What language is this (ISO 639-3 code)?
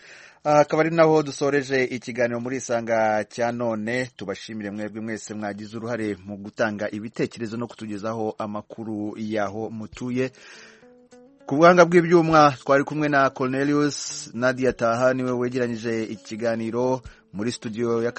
kin